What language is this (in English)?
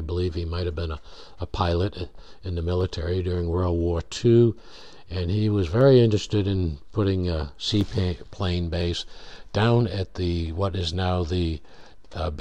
English